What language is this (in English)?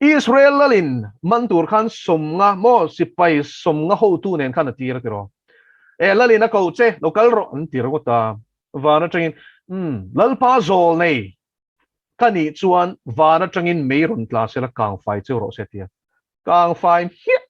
Mizo